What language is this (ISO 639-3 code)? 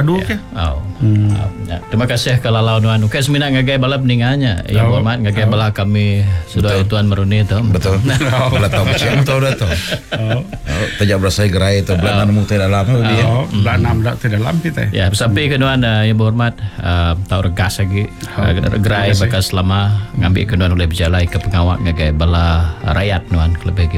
iba